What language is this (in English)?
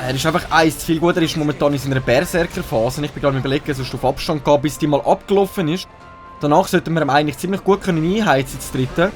Swiss German